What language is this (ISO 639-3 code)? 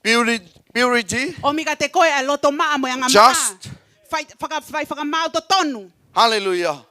ton